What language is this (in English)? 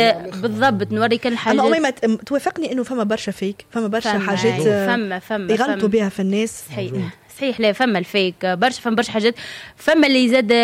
Tunisian Arabic